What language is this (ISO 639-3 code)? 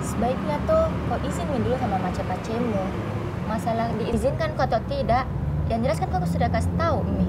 mfp